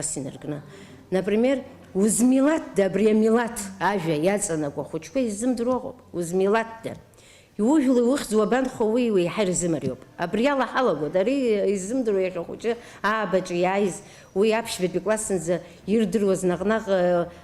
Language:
Abkhazian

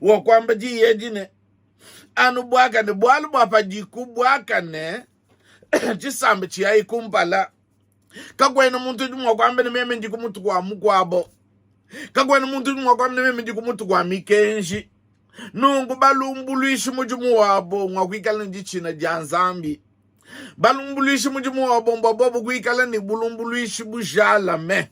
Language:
Luba-Lulua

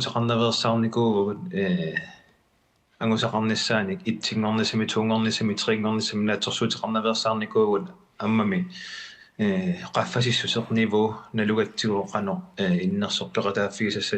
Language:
Kalaallisut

